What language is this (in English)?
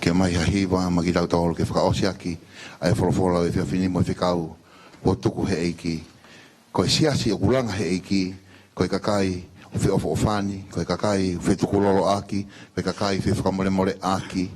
Tongan